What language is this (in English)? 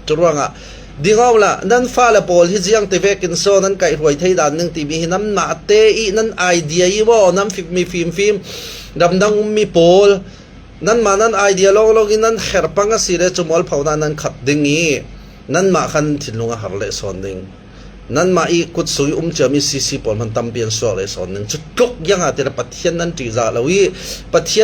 Falam Chin